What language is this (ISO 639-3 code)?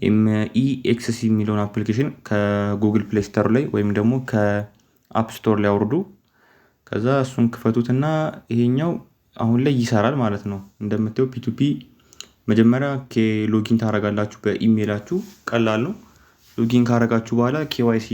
amh